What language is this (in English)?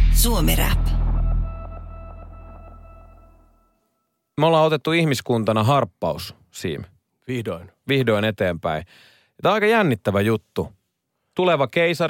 Finnish